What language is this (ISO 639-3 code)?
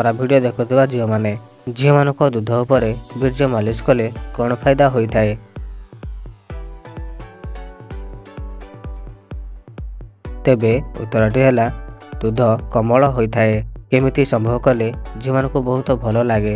ori